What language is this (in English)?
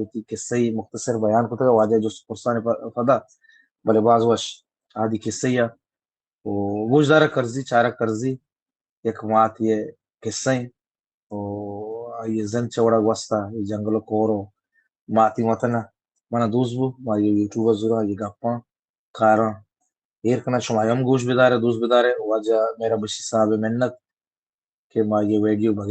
Baluchi